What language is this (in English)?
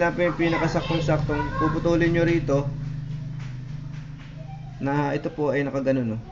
Filipino